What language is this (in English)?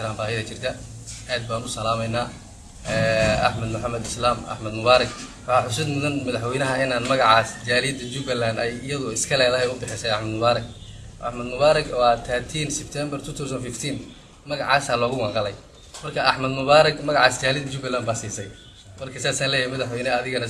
Somali